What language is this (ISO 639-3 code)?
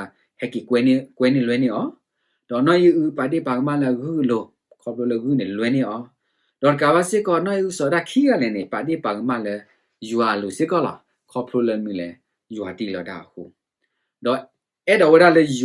ksw